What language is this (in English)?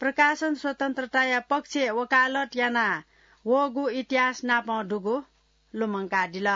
Newari